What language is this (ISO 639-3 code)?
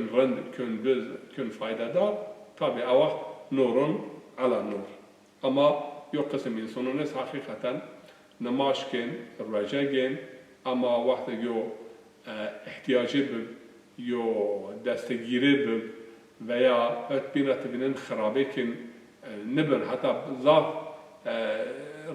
zza